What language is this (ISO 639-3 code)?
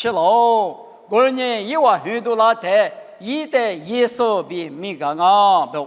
lis